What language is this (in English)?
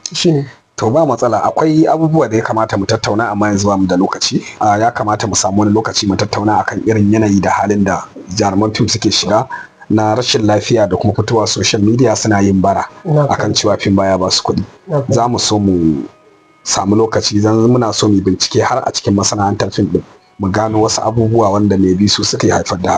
Hausa